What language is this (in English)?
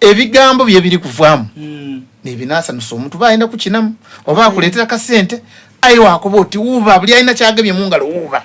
Soga